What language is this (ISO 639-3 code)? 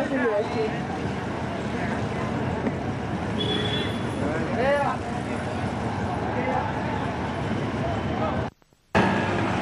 dan